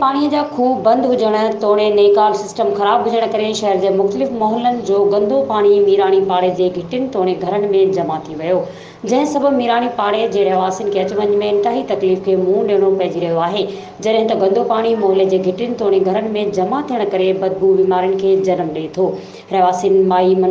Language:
Sindhi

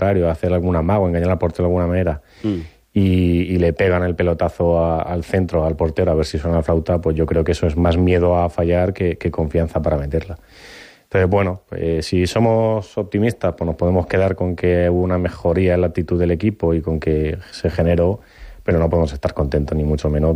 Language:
Spanish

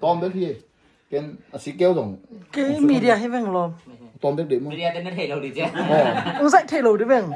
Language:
Tedim Chin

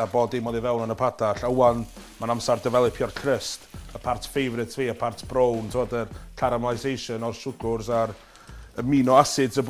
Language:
Welsh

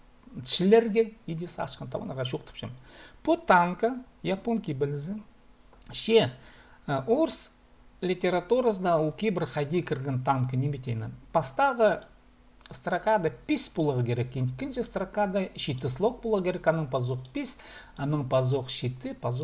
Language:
Khakas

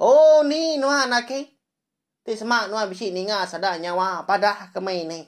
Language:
Iban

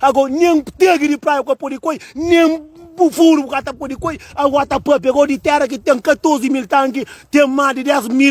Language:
Kabuverdianu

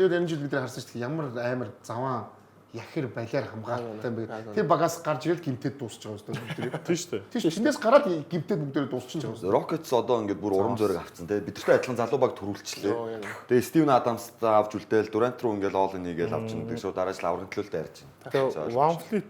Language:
Mongolian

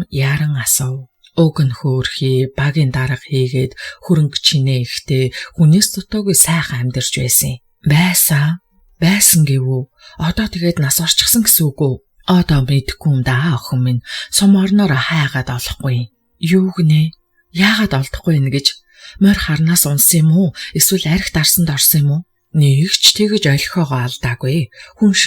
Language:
Mongolian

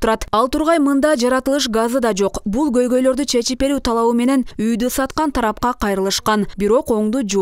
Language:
Kyrgyz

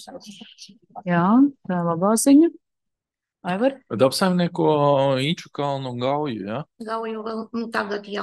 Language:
Latvian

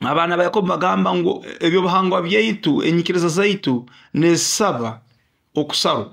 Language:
Nyoro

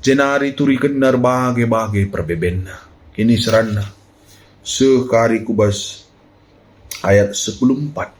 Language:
Batak Karo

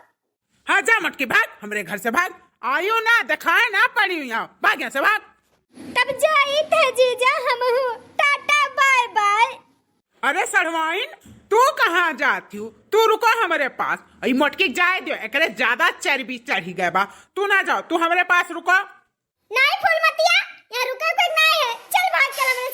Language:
Awadhi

